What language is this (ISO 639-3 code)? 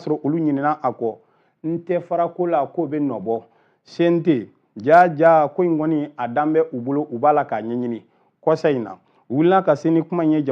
bam